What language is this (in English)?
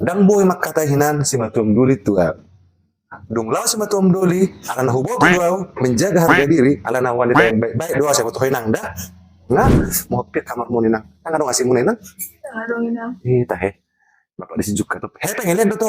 Batak Toba